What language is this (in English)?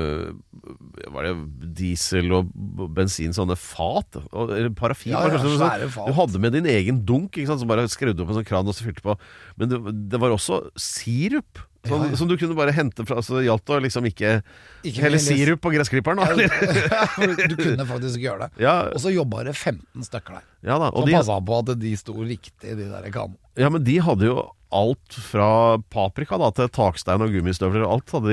Norwegian